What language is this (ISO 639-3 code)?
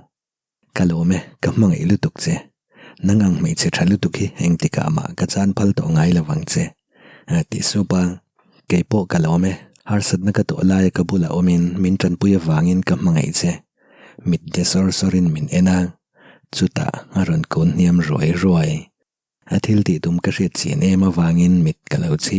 lus